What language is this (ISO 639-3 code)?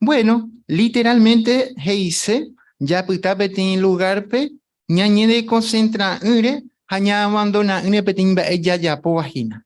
grn